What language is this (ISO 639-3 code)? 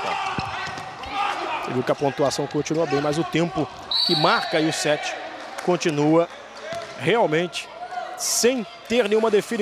por